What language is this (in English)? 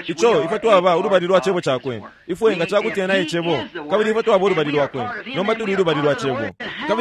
Bemba